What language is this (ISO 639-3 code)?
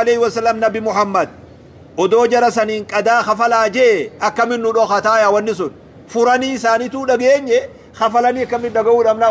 orm